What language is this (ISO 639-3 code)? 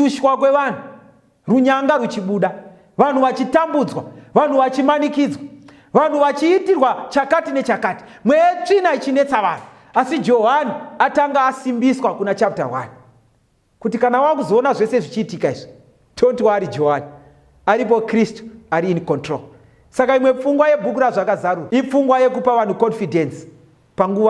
sna